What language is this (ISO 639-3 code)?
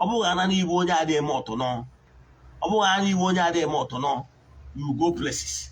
ibo